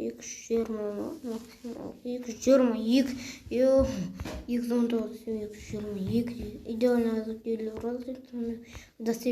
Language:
Kazakh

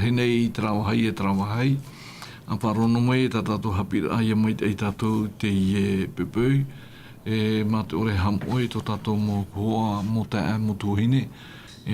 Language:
Tahitian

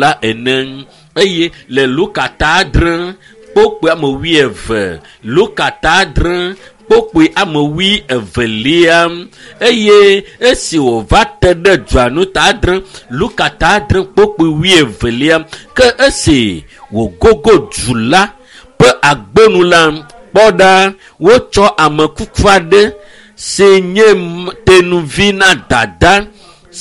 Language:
Ewe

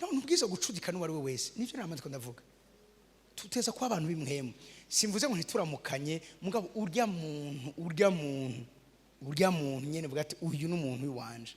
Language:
Rundi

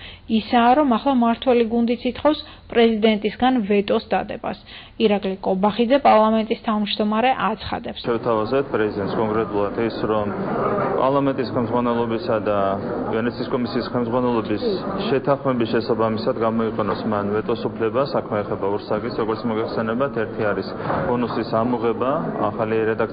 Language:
Georgian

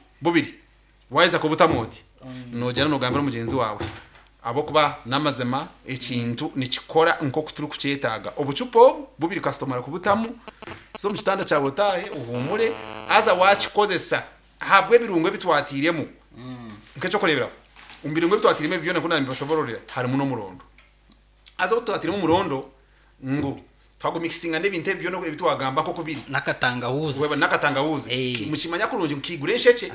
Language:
Nyankole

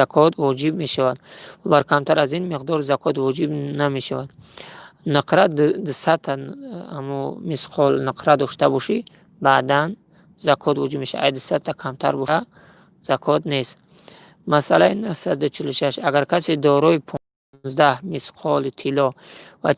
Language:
Tajik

